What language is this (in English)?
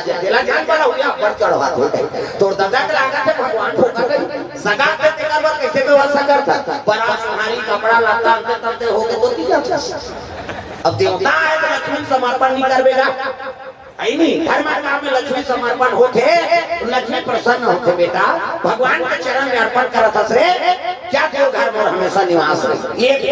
Chhattisgarhi